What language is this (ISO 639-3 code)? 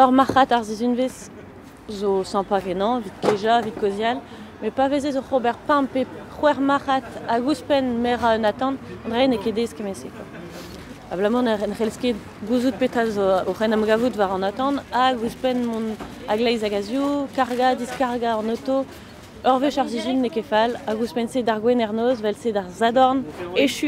bre